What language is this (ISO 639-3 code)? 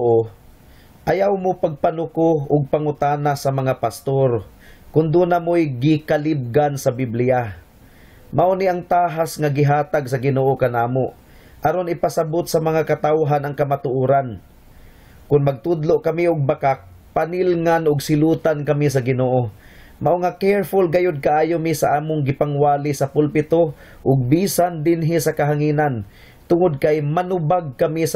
ceb